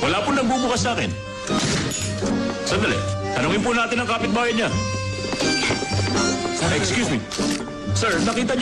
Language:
Filipino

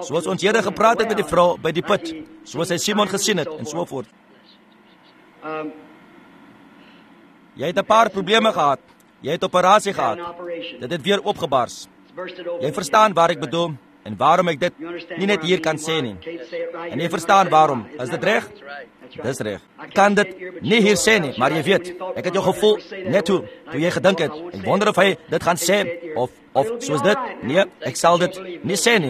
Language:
Afrikaans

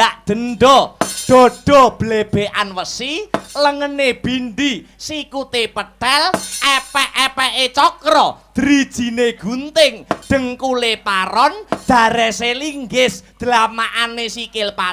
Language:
Javanese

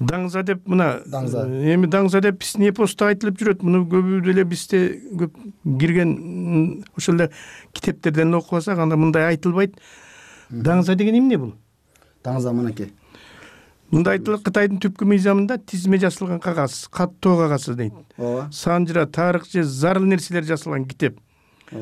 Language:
Kyrgyz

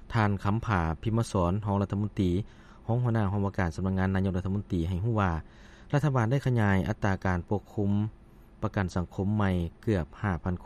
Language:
Lao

